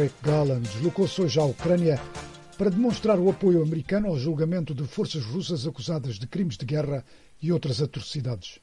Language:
Portuguese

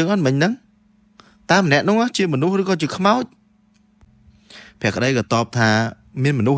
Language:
Khmer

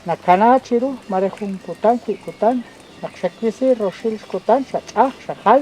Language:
Kekchí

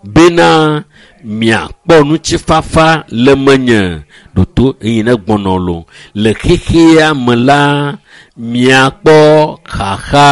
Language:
Ewe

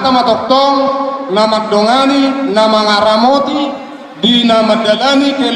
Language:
Batak Toba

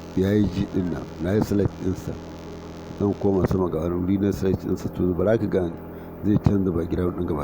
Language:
Hausa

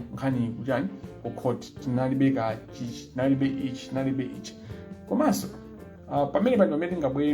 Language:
Nyanja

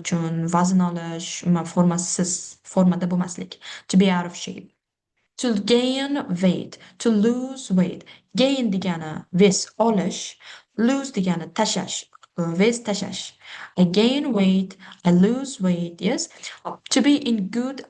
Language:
Uzbek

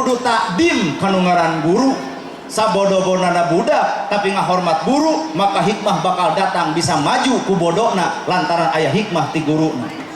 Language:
Sundanese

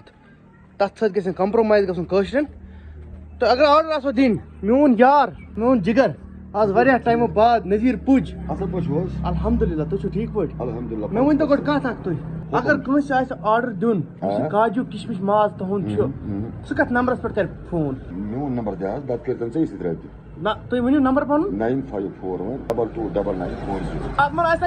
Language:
Kashmiri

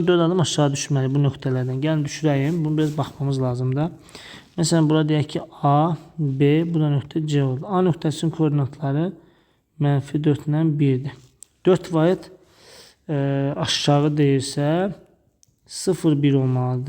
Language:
Azerbaijani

